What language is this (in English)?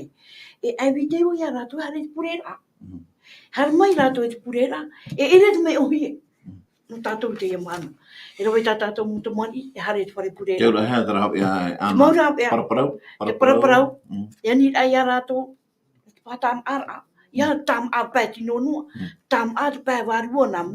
Tahitian